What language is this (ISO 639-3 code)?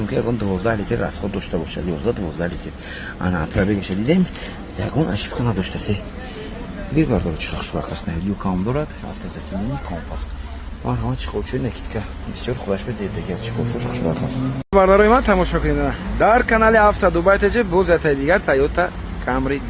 tgk